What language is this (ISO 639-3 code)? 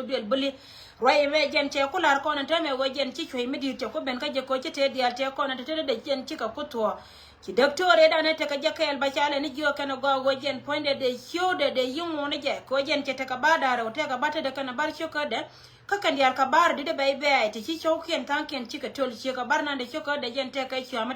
nus